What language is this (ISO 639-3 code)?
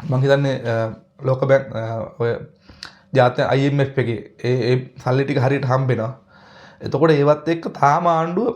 sin